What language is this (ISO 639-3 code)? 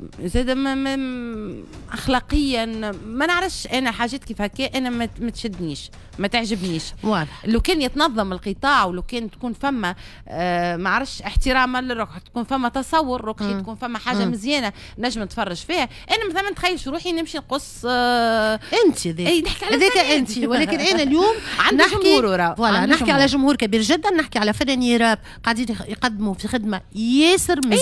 aeb